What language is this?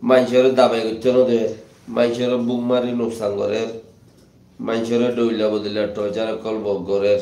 Rohingya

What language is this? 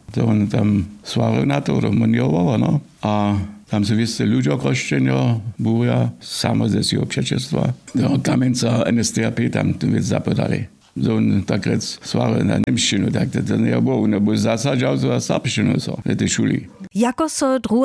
Upper Sorbian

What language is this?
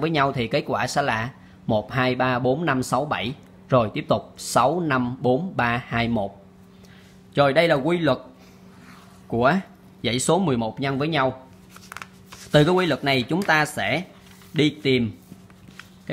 Vietnamese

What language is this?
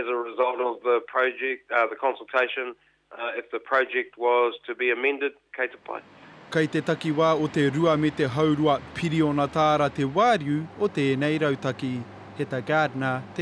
Māori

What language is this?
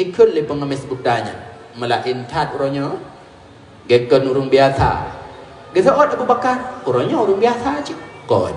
Achinese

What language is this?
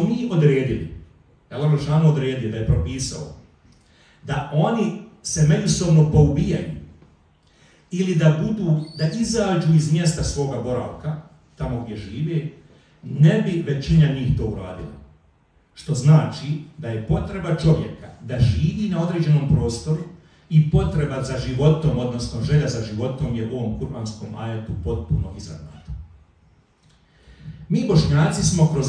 Bosnian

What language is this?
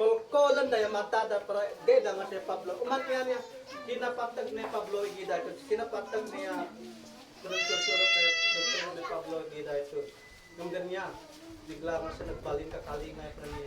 Isnag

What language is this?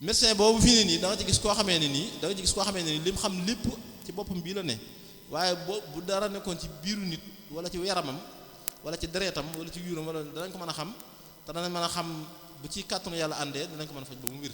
Wolof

